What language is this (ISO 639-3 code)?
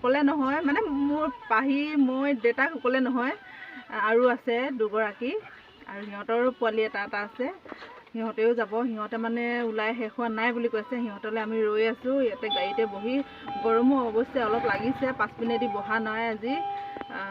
asm